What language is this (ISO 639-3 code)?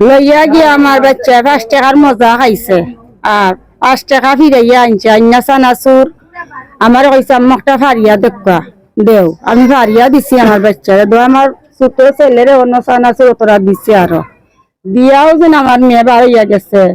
syl